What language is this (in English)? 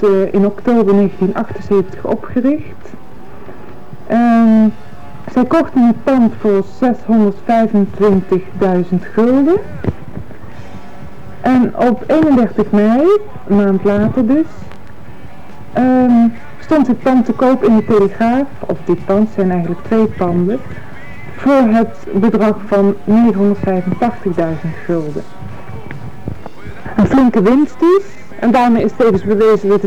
Dutch